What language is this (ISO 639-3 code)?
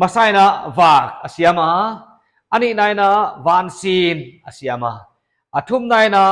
pck